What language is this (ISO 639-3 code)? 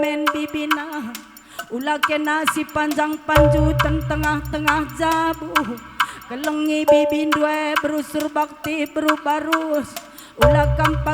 btx